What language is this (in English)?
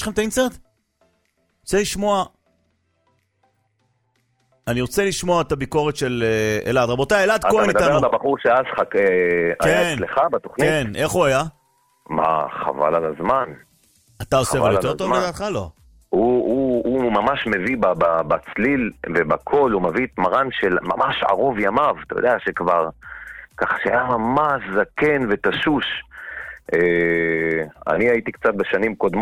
Hebrew